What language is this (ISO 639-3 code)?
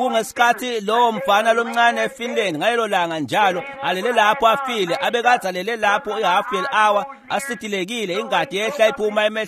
ssw